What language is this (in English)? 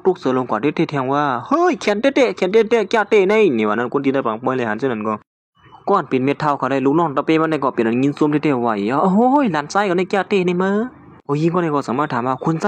Shan